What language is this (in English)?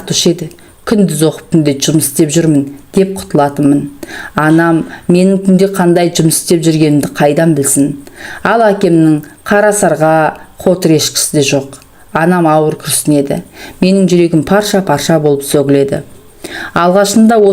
Kazakh